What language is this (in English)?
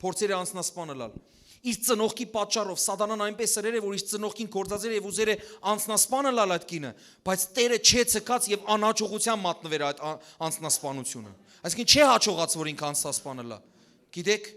Western Armenian